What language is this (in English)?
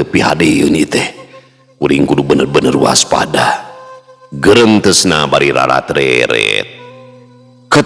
Sundanese